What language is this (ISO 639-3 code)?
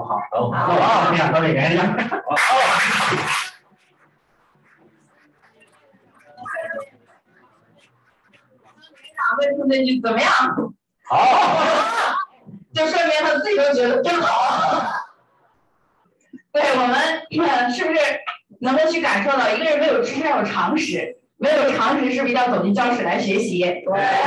zho